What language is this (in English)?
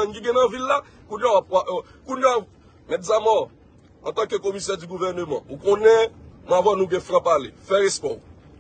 Haitian Creole